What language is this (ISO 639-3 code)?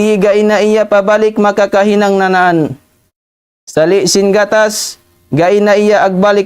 tsg